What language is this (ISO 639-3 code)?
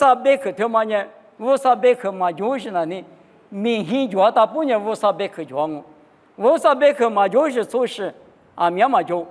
lis